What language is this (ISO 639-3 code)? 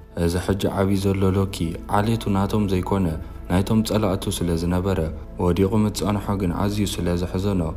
tir